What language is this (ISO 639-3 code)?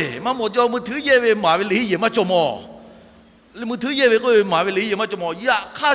lhu